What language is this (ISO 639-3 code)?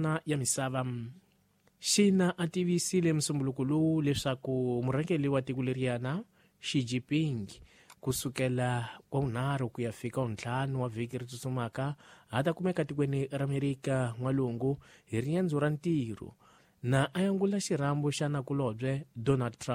tso